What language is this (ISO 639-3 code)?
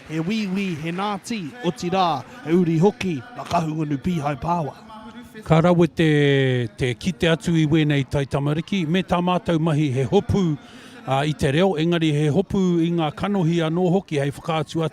mri